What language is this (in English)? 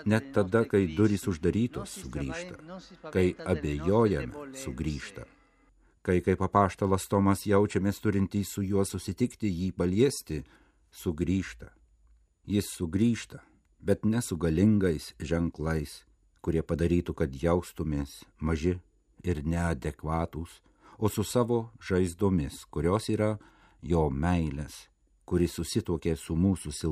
Lithuanian